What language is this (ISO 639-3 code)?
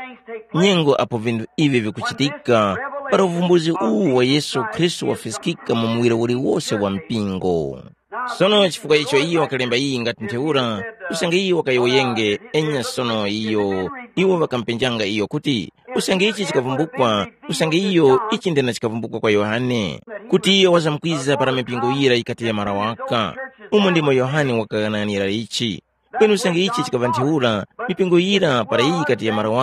tum